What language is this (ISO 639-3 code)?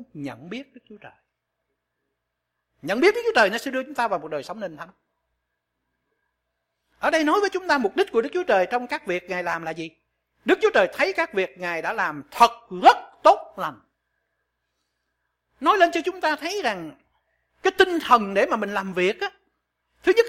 vie